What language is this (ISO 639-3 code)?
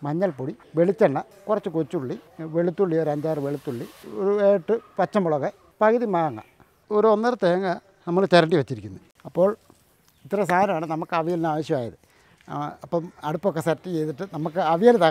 mal